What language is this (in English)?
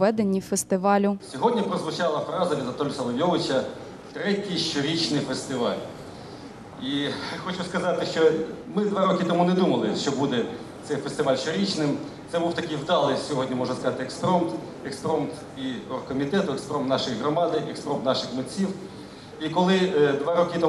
Ukrainian